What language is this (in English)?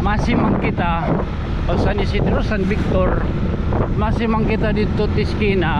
Waray